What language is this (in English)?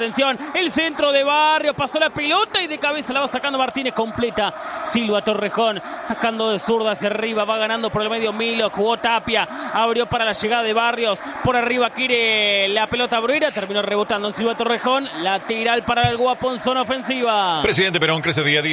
Spanish